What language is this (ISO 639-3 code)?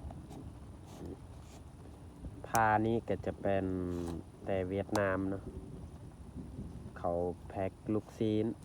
lao